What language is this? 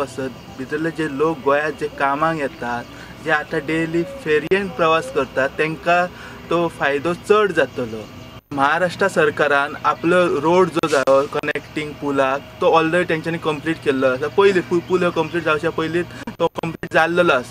Konkani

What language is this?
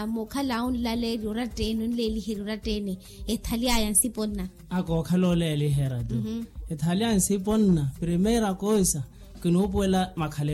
Makhuwa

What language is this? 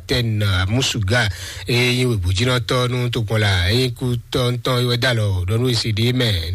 Fon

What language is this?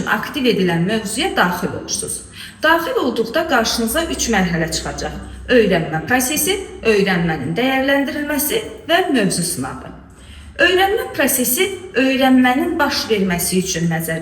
Azerbaijani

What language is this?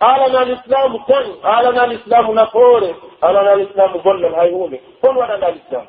Pular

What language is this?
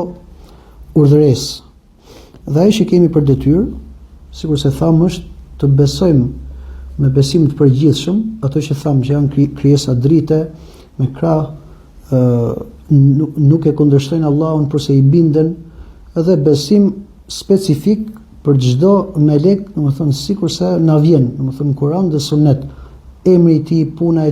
Albanian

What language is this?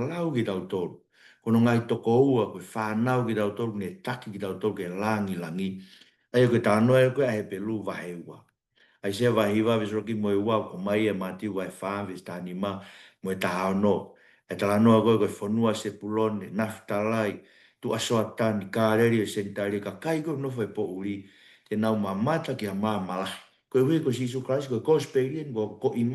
Tongan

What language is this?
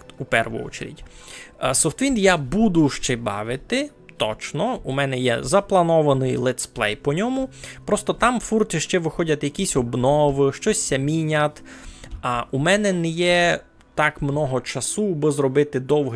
Rusyn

